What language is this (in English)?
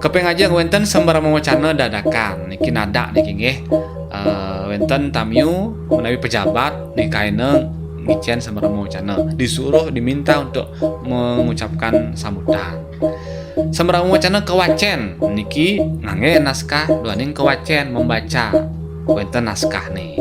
Balinese